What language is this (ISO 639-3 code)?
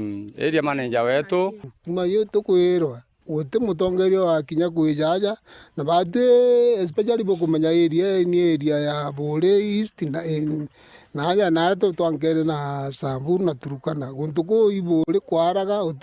mer